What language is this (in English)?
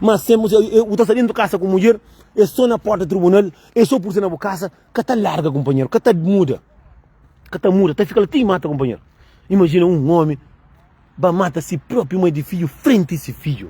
Kabuverdianu